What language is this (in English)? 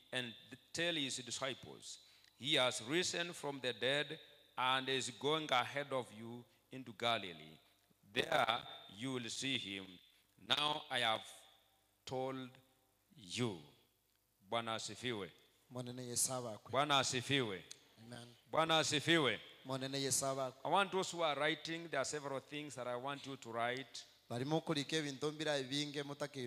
Gusii